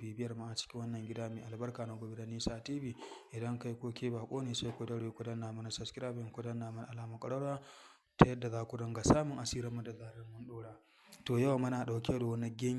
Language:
Hausa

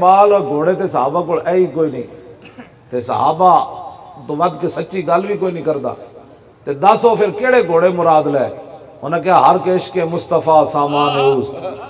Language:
Western Panjabi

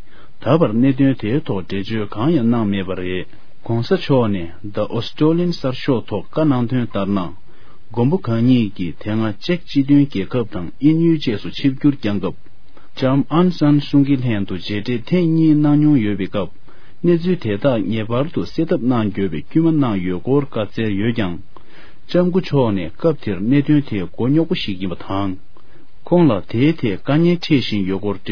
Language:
Tibetan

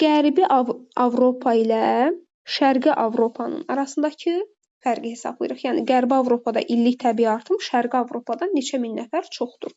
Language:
Azerbaijani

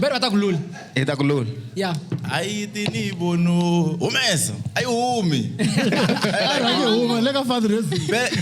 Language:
Tsonga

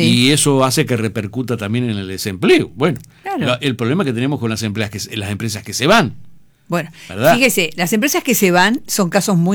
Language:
Spanish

